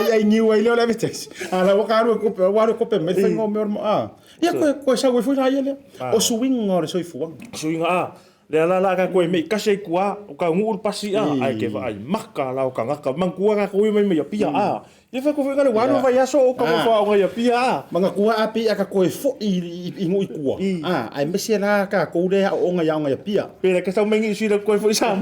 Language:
Samoan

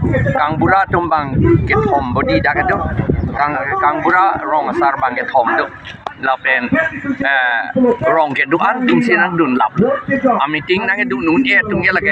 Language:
Karbi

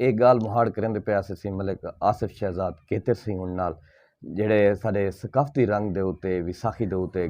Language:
Saraiki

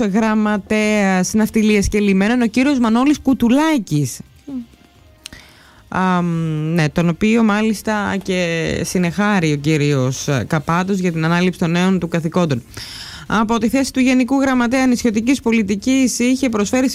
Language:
Greek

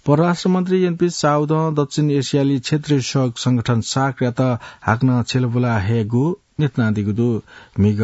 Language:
Newari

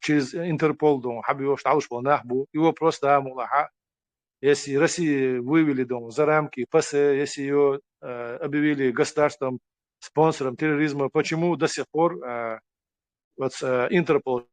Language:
Chechen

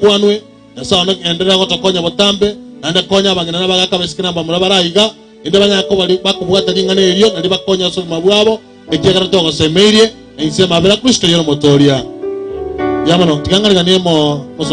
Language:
Gusii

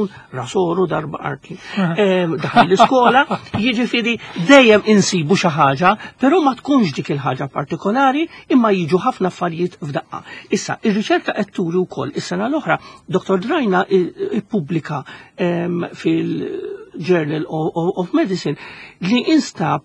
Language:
Maltese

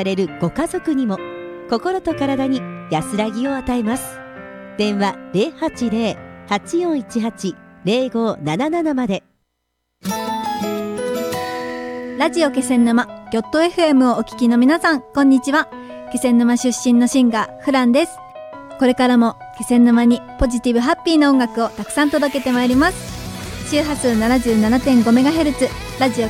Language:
Japanese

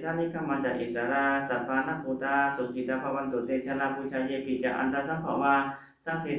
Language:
Pali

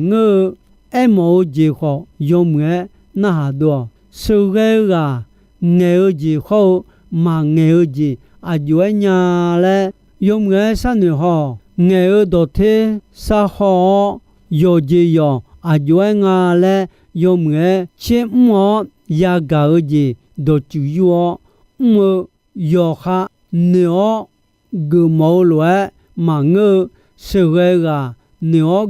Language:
Akha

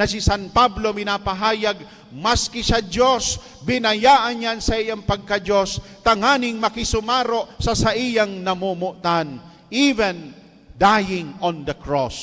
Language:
Bikol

